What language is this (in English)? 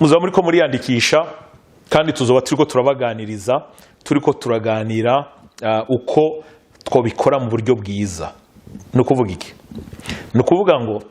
Rundi